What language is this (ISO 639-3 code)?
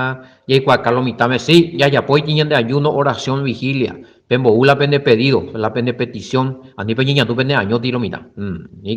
grn